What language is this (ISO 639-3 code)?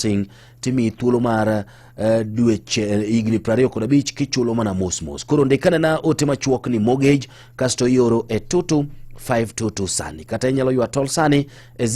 luo